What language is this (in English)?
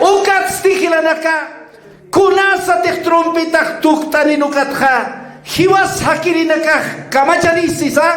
Aymara